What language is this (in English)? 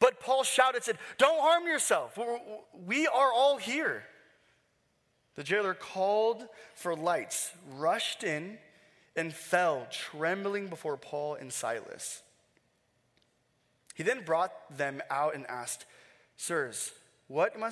English